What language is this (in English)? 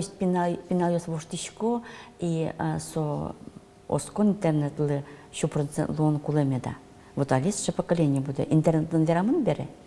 Udmurt